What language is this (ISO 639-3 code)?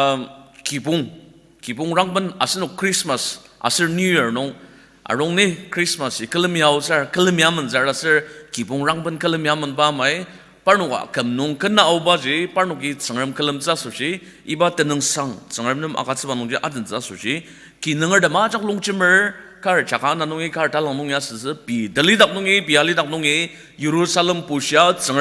njo